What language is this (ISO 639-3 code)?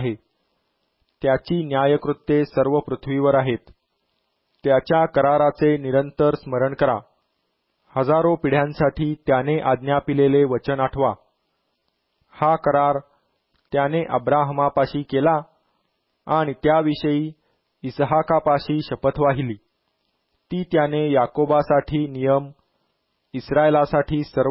mar